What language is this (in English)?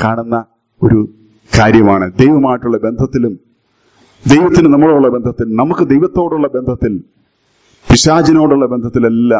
Malayalam